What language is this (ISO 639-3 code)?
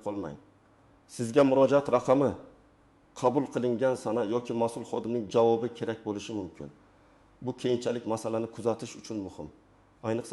uzb